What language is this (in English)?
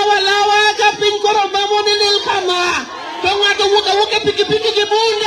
Luo (Kenya and Tanzania)